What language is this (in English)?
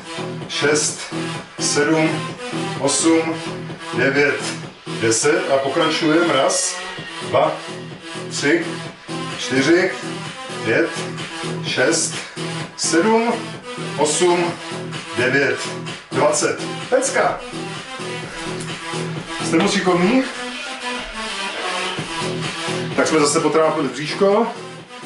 Czech